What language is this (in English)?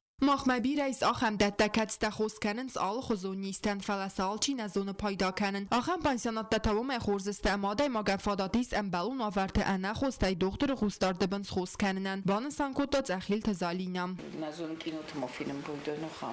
Ossetic